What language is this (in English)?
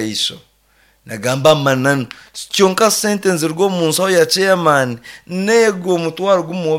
Nyankole